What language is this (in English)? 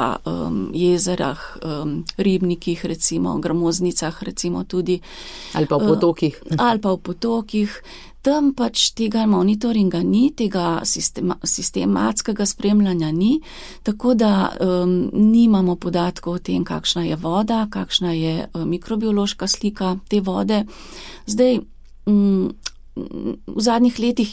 Slovenian